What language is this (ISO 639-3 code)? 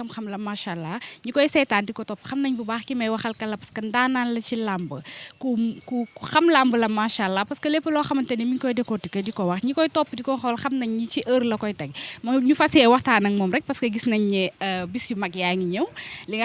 wol